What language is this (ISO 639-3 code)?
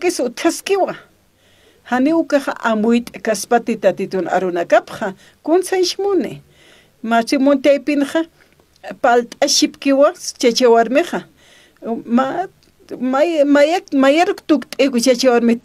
aym